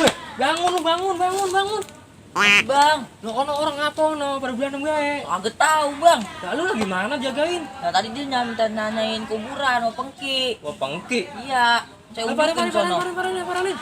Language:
Betawi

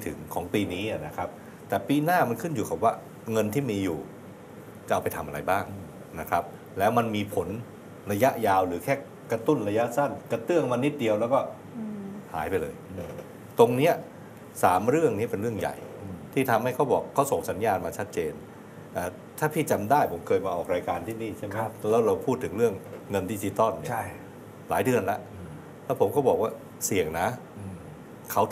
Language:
Thai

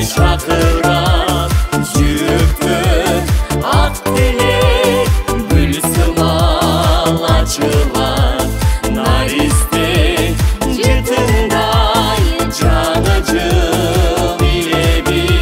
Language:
Kyrgyz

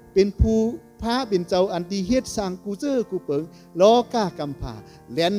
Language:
Shan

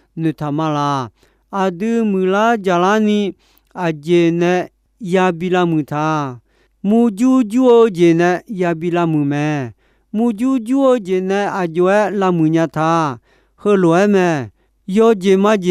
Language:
Akha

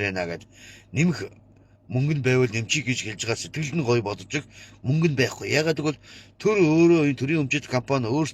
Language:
Mongolian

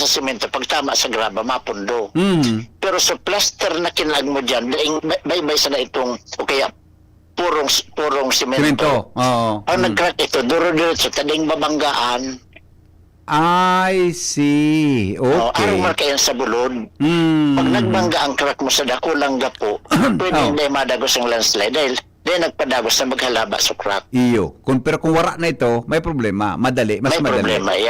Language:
Bikol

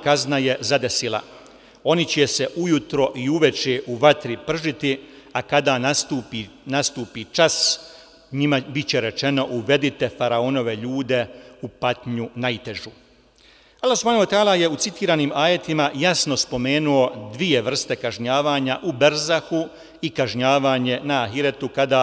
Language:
Bosnian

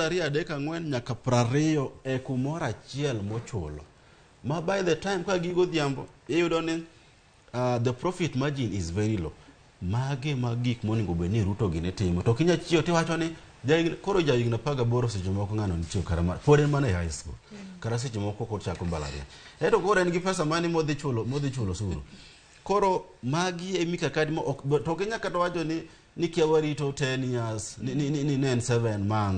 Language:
Luo (Kenya and Tanzania)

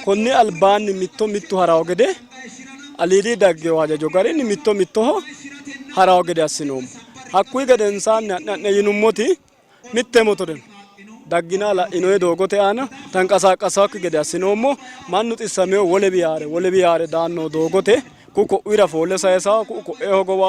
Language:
Sidamo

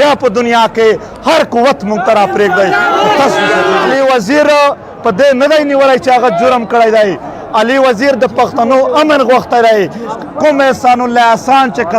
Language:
Pashto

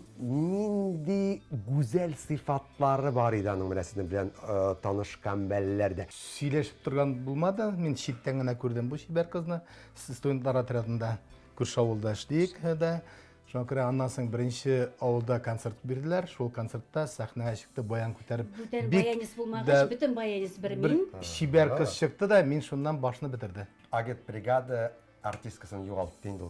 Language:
Tatar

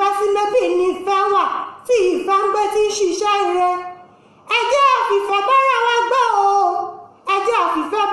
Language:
Yoruba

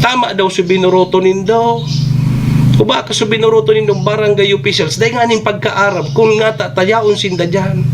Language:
Bikol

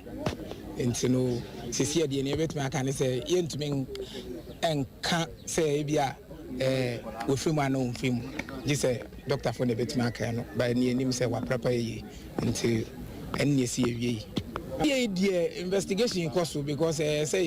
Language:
Akan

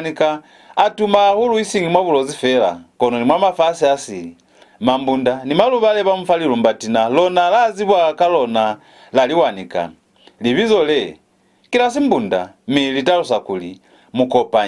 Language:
Lozi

